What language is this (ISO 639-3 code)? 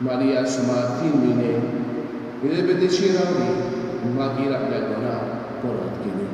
kok